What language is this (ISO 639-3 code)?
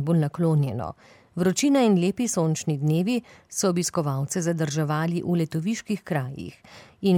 slv